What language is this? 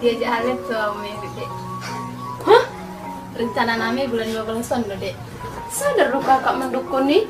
Batak Toba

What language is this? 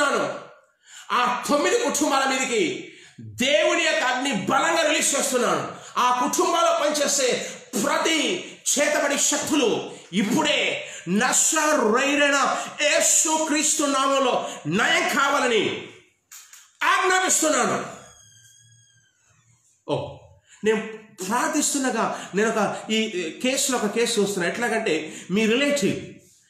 Telugu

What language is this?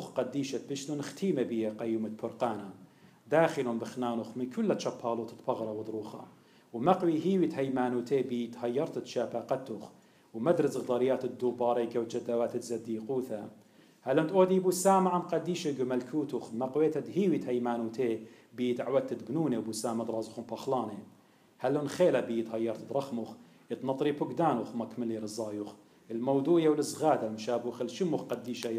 Assyrian Neo-Aramaic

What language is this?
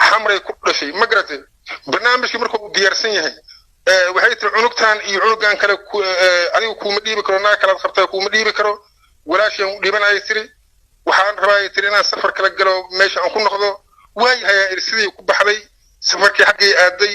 Somali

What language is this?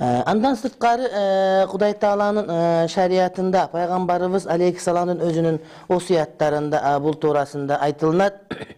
Kyrgyz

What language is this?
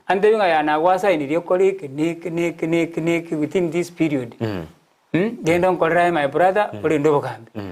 Gusii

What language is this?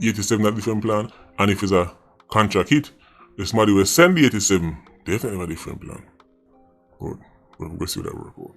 Jamaican Creole English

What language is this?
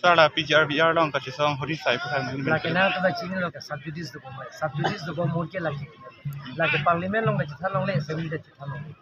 Karbi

